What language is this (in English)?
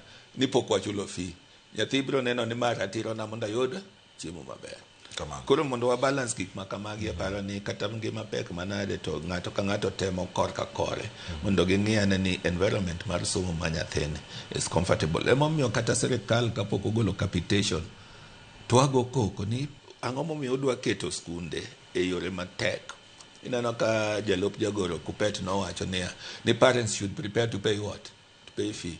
Luo (Kenya and Tanzania)